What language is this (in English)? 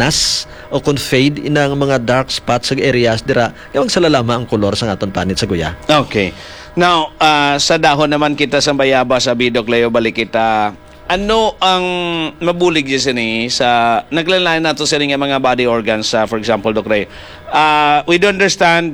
Hiligaynon